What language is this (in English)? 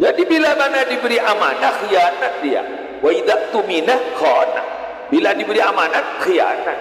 Madurese